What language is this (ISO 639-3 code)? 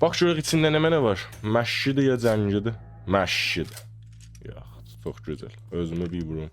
azb